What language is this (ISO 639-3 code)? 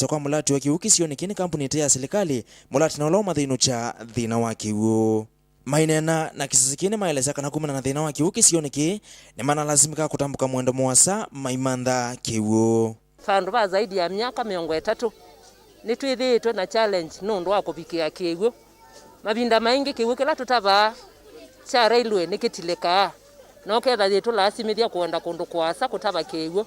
kam